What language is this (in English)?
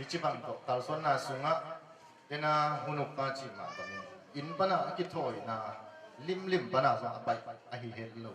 Tedim Chin